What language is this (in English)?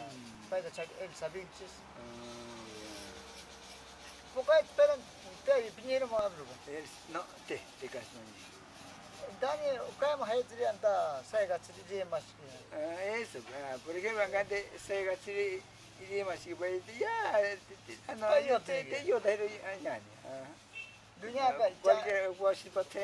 Ashéninka Perené